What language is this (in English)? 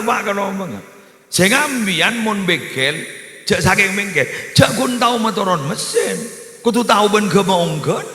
Madurese